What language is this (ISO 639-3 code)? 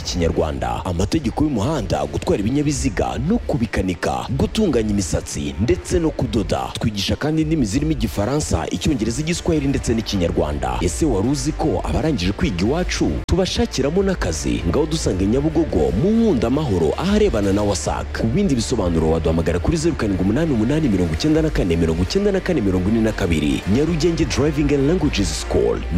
kin